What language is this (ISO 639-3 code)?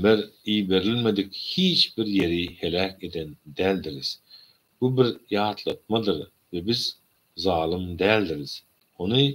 tuk